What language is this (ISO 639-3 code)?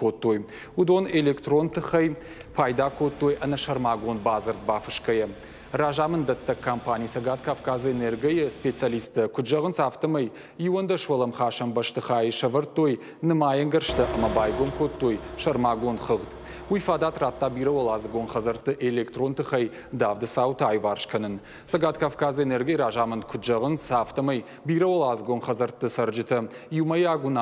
oss